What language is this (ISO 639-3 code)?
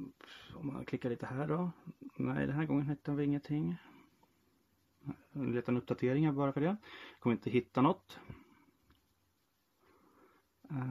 swe